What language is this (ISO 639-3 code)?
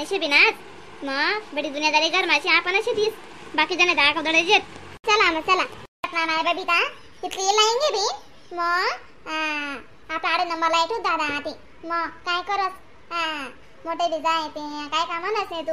khn